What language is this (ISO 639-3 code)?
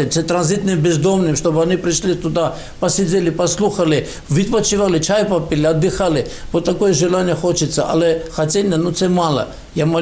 ukr